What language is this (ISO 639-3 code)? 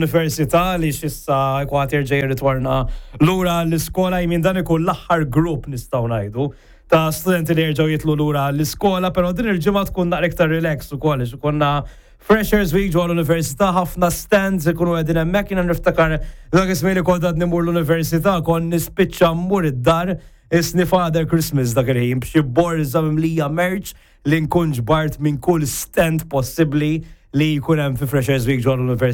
mlt